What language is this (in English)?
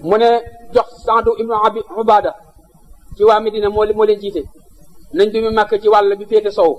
Wolof